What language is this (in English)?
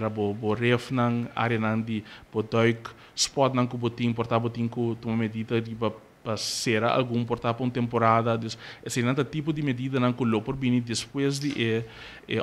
Papiamento